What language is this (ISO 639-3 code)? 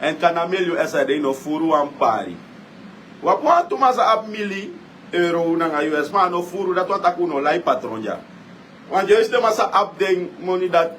srn